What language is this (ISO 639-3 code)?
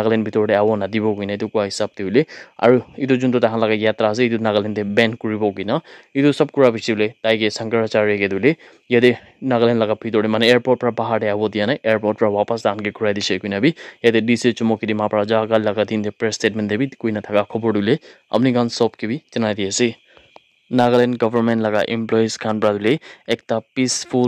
nag